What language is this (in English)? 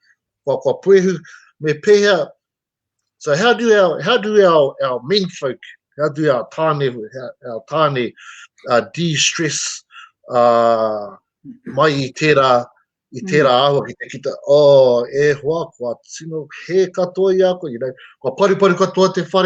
Māori